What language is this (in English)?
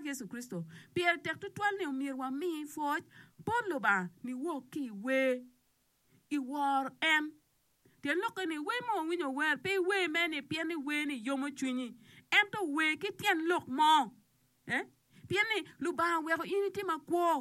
Acoli